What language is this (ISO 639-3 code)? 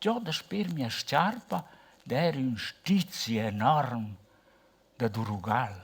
roh